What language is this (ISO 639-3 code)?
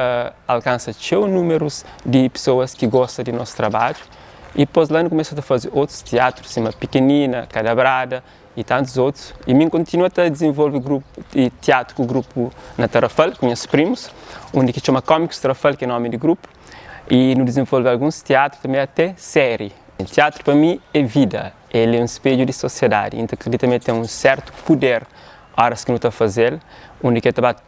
kea